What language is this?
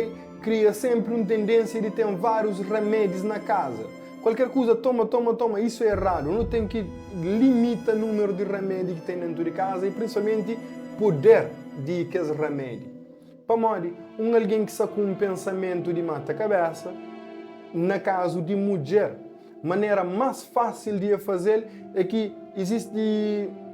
Kabuverdianu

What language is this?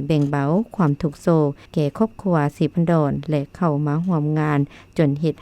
Lao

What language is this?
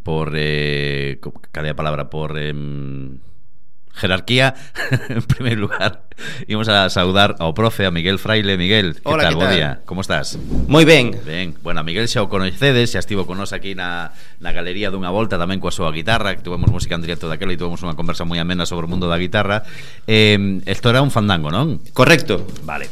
Galician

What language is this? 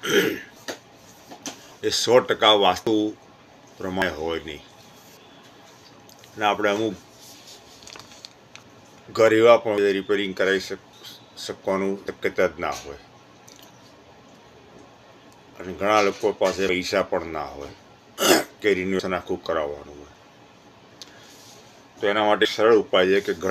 Gujarati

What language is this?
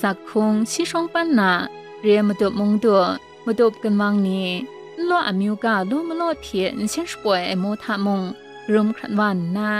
Kachin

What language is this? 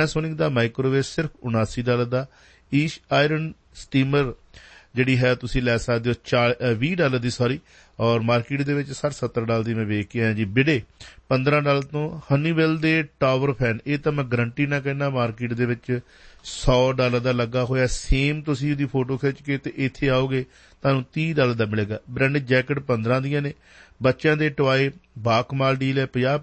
Punjabi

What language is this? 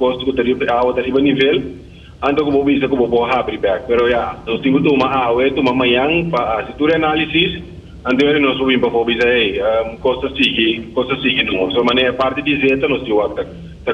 Papiamento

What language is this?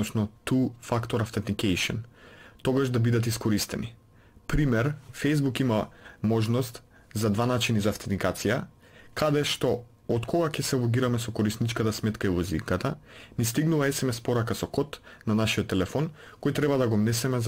Macedonian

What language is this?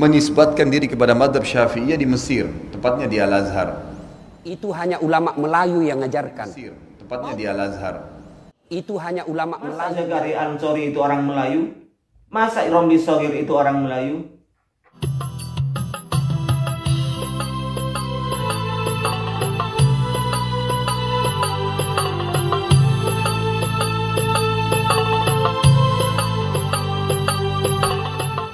Indonesian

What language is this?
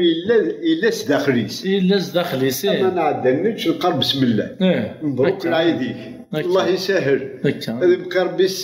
Kabyle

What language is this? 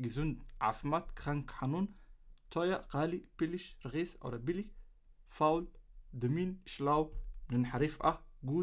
Somali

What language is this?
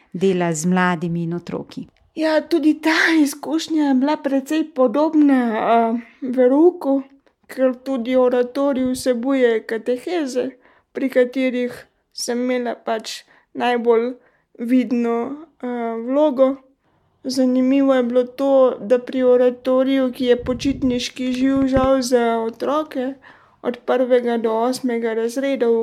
Slovenian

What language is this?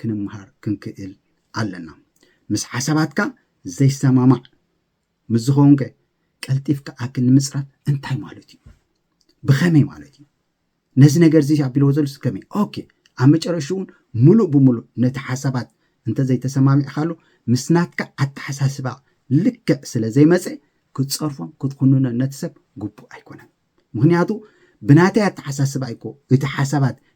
Tigrinya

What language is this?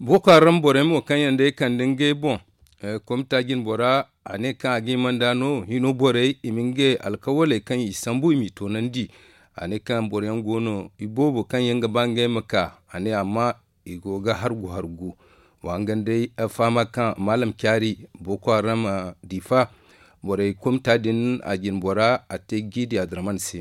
Zarma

